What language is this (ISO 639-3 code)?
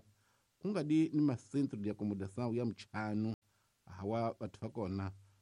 tso